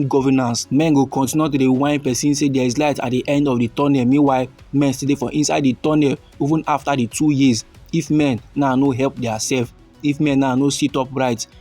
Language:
Nigerian Pidgin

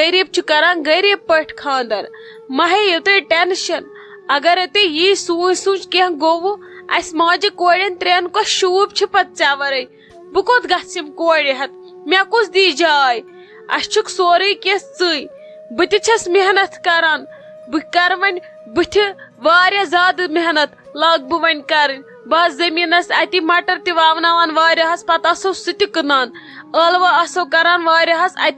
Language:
Kashmiri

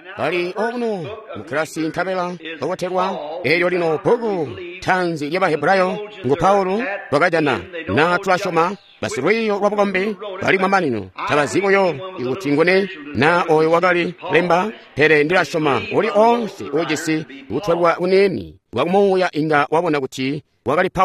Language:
Tonga (Zambia)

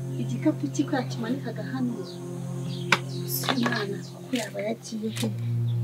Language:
Kinyarwanda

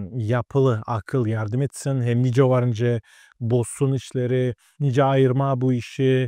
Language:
Gagauz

